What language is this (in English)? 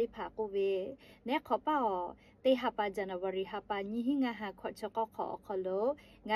Lahu